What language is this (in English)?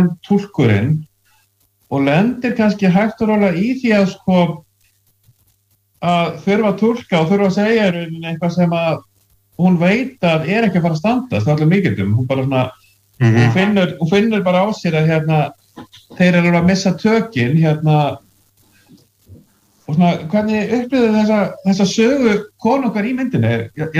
Icelandic